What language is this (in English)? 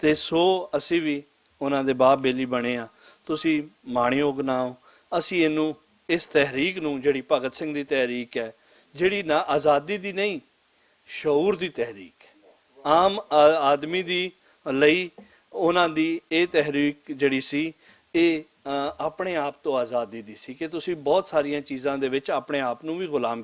Western Panjabi